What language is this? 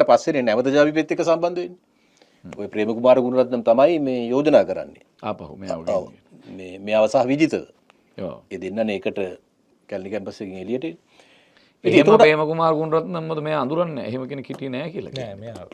Sinhala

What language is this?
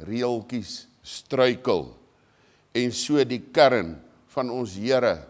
Afrikaans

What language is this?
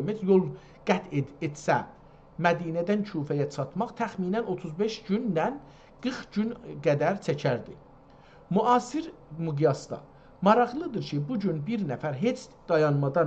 South Azerbaijani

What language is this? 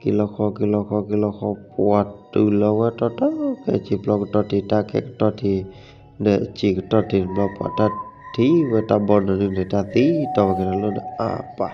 S'gaw Karen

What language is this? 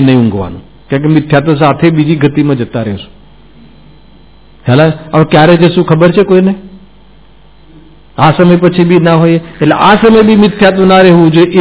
Gujarati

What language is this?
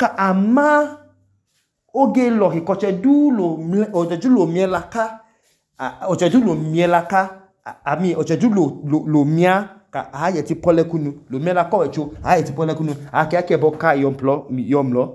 Idoma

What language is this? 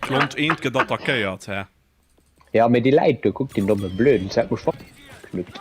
Luxembourgish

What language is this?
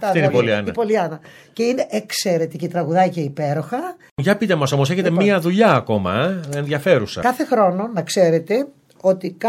Greek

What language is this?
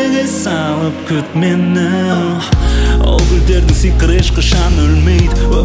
Kazakh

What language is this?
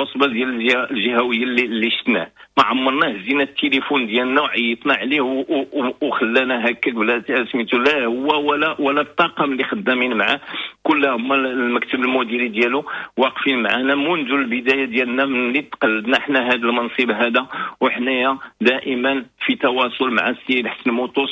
Moroccan Arabic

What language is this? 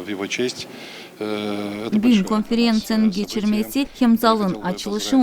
Gagauz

